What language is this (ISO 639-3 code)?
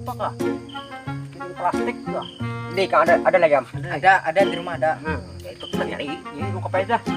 bjn